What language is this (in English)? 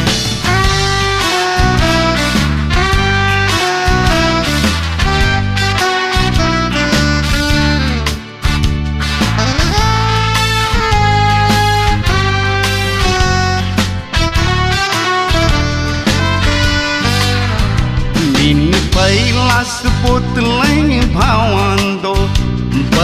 Marathi